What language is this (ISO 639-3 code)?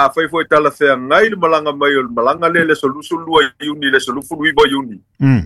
smo